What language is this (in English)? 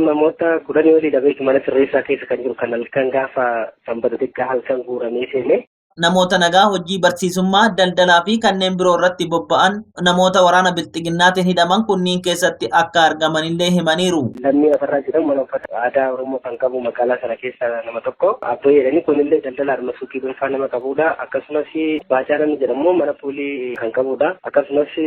Oromo